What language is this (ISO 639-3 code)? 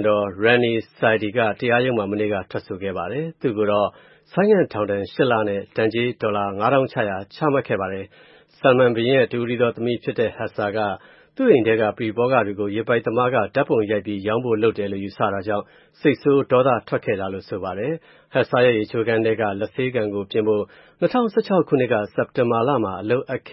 mya